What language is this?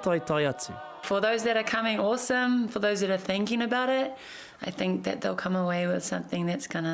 Māori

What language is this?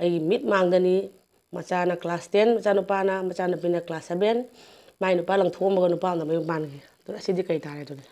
Manipuri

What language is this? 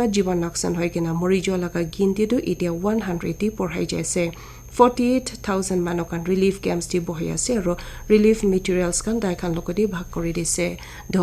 Naga Pidgin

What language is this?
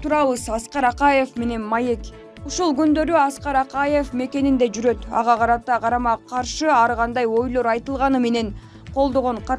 Kyrgyz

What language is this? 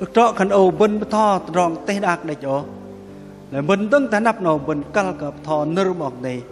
Bahnar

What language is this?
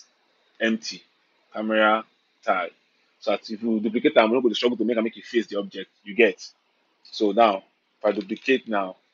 Nigerian Pidgin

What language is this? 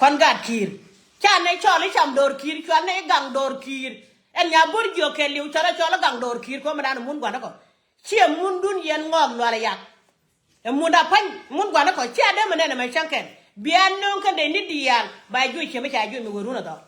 Nuer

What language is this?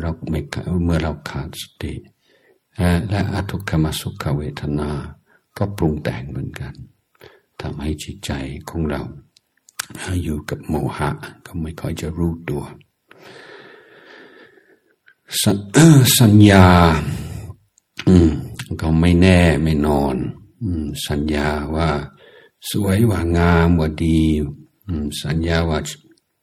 Thai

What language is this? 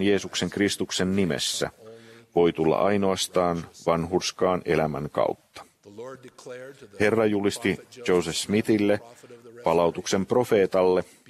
Finnish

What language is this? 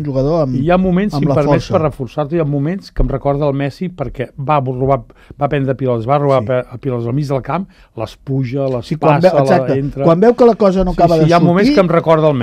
Catalan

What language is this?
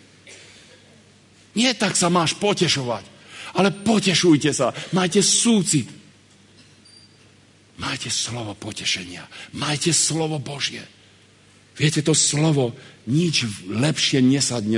Slovak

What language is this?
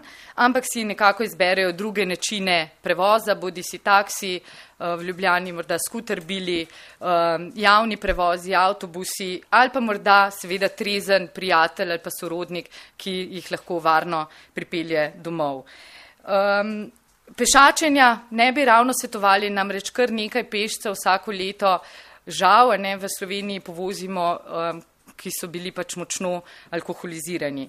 Slovenian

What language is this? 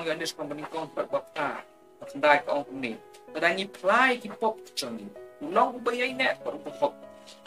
Khasi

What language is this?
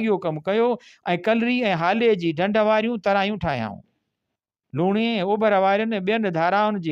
Sindhi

